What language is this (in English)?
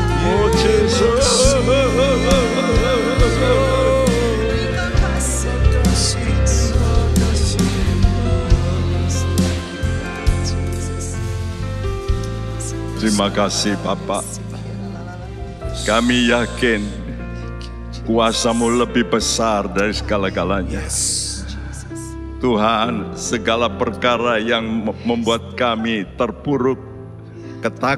Indonesian